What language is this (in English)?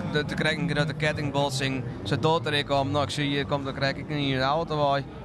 Western Frisian